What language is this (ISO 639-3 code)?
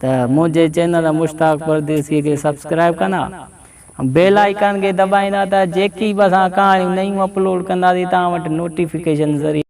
snd